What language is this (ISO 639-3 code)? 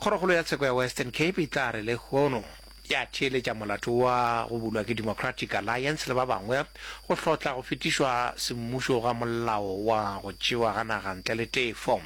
nso